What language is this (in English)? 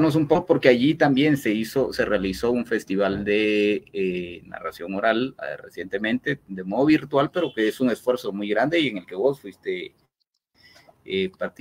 Spanish